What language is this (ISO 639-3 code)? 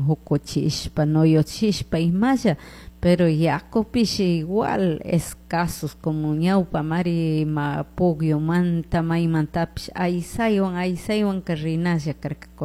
qug